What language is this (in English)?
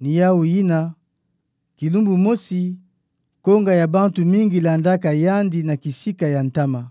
Kituba (Democratic Republic of Congo)